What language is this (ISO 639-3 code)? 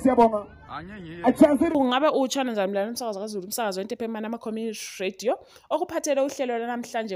nde